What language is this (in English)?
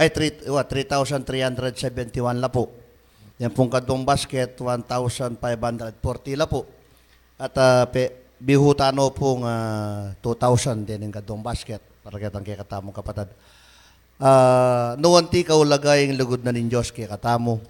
Pampanga